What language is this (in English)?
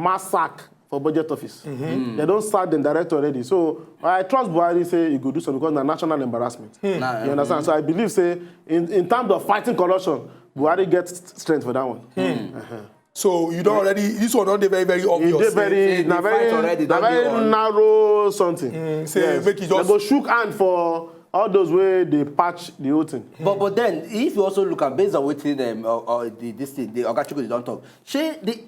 Nigerian Pidgin